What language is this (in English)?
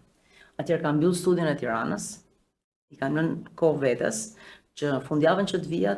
Albanian